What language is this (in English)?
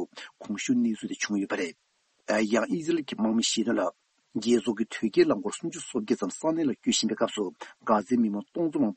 Tibetan